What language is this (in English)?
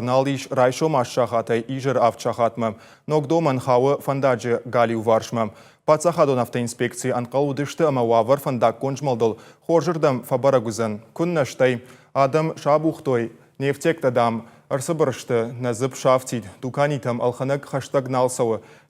Ossetic